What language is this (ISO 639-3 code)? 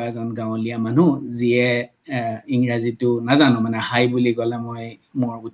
asm